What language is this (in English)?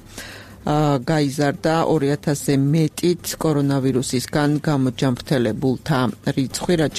Georgian